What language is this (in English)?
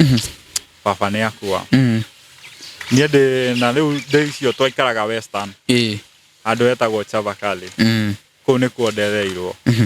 Kikuyu